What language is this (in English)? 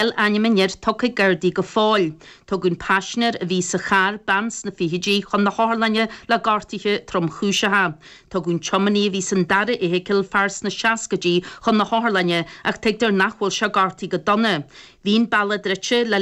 Irish